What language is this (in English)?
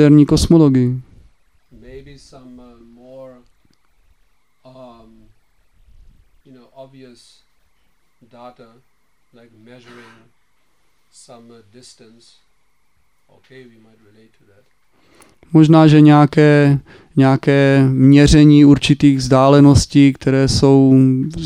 Czech